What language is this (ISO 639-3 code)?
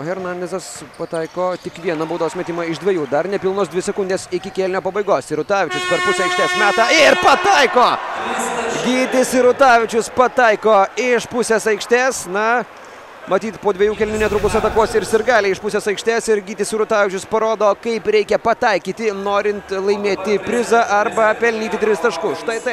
lit